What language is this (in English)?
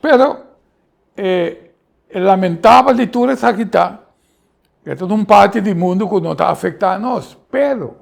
Papiamento